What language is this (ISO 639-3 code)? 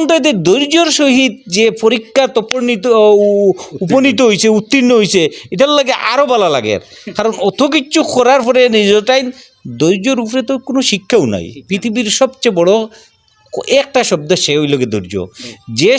syl